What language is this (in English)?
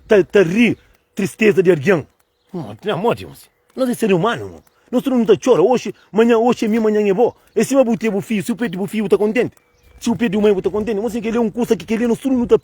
Kabuverdianu